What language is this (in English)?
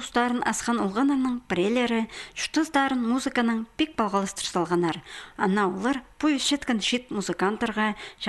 Khakas